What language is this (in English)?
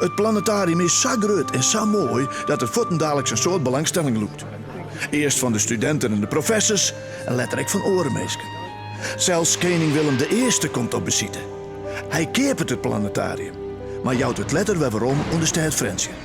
Western Frisian